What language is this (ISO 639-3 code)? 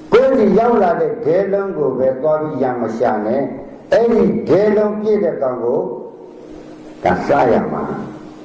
mya